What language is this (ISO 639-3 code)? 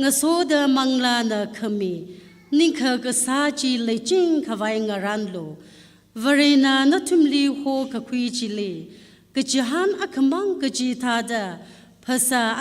nmf